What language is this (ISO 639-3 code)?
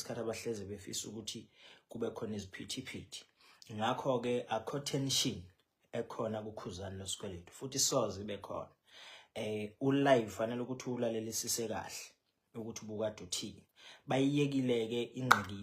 zul